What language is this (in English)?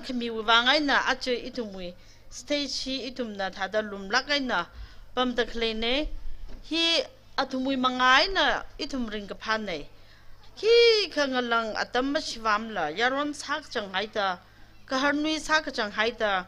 Tangkhul Naga (India)